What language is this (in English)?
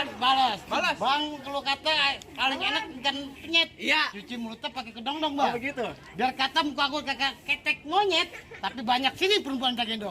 Betawi